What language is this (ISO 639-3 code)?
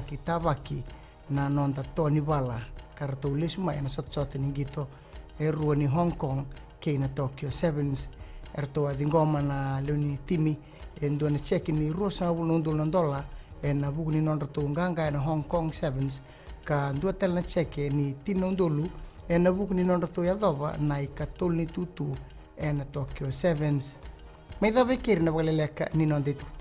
fij